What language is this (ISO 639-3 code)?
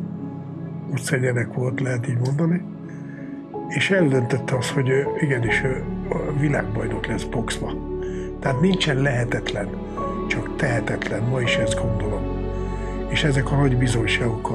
hun